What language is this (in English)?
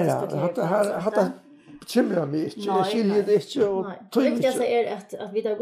Faroese